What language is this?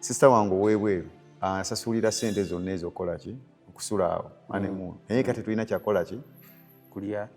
Ganda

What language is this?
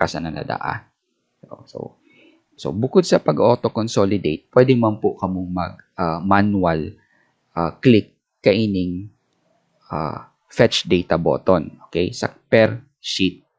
Bikol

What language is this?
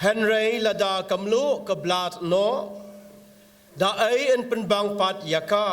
Khasi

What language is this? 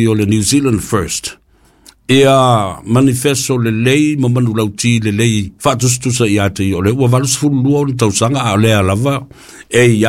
Samoan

